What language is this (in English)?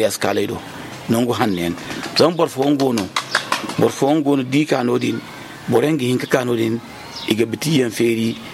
Zarma